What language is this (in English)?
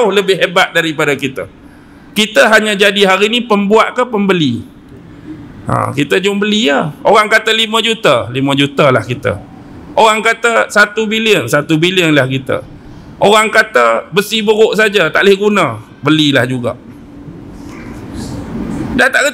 Malay